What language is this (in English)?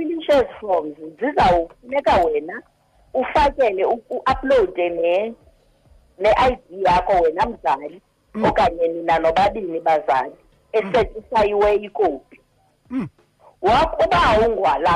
Xhosa